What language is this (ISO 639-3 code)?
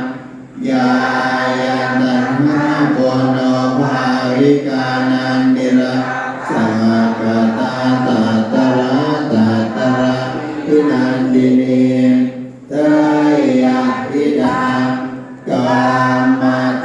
pli